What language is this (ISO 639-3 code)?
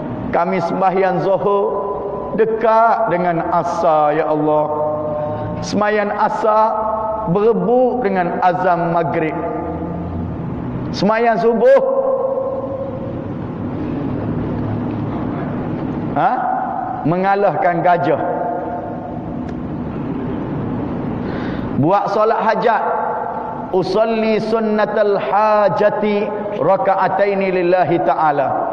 msa